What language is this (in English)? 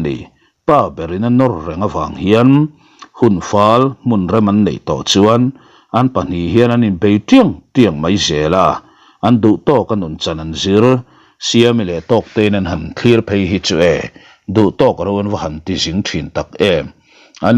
Mizo